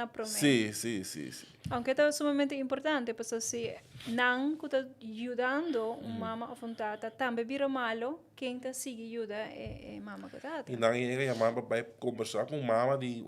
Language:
Papiamento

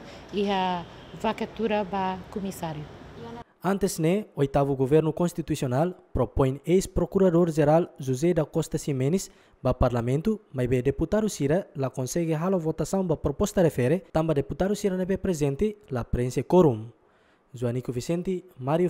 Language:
Tetum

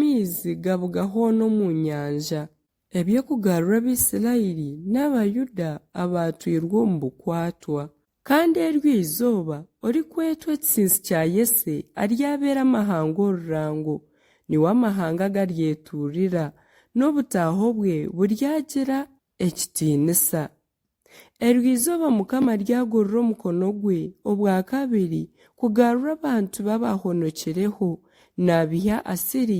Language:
Nyankole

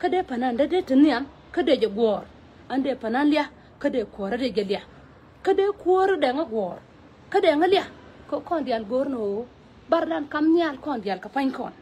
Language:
Nuer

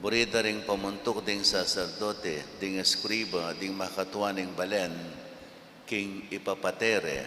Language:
Pampanga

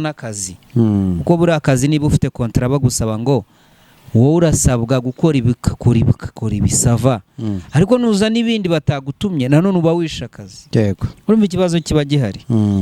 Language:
Kinyarwanda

